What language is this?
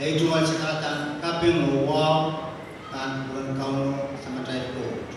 Pohnpeian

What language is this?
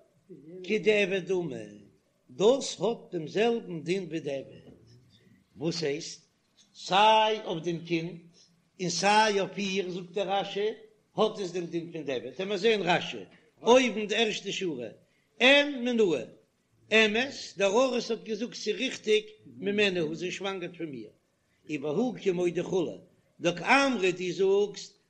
Yiddish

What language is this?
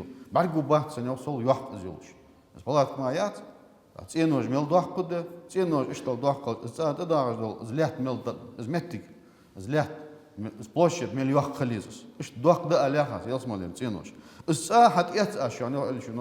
Ingush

